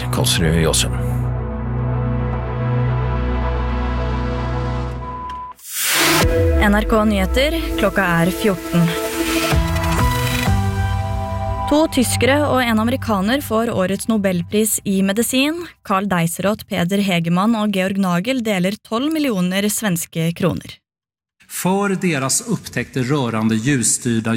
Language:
Norwegian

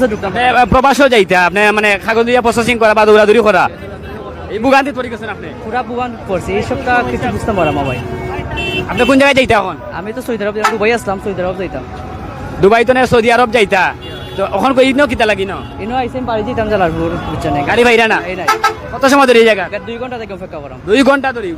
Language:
Sylheti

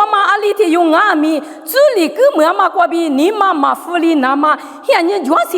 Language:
Lisu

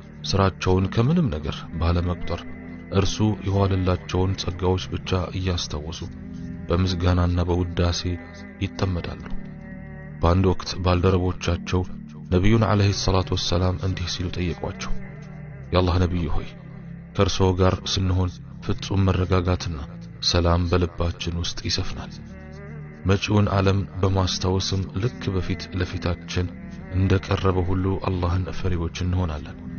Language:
Amharic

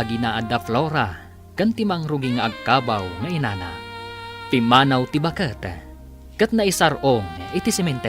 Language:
Iloko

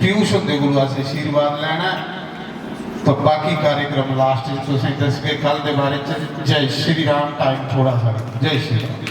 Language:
Dogri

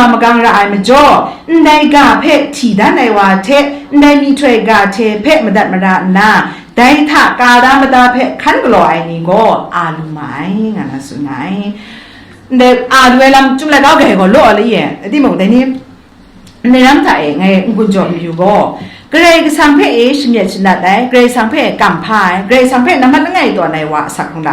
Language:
Kachin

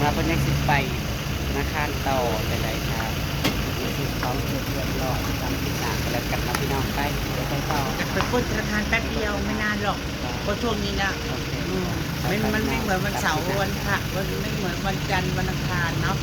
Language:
Northeastern Thai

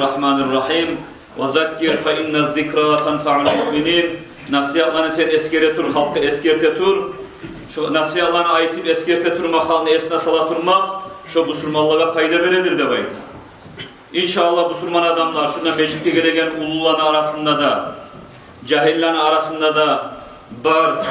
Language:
Kumyk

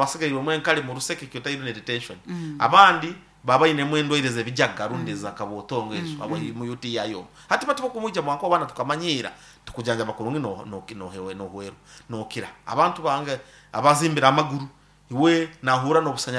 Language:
Nyankole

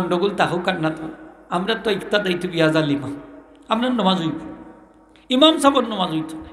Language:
Sylheti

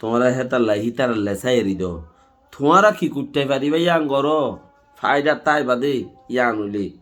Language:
Rohingya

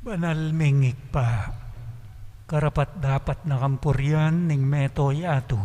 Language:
Pampanga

